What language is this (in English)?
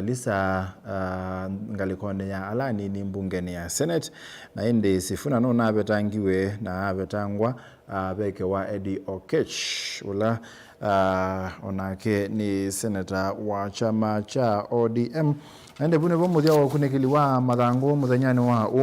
Kamba